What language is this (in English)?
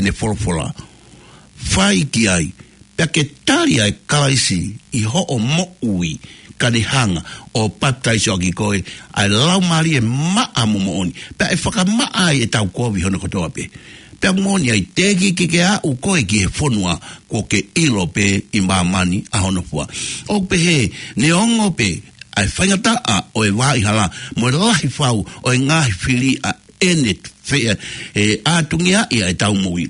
Tongan